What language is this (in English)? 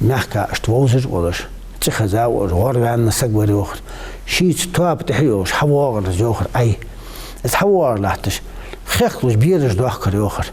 Ingush